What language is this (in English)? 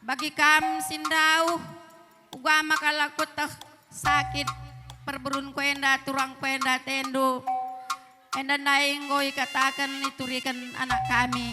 Batak Karo